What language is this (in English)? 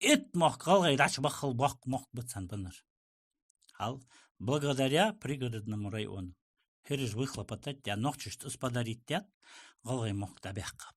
Ingush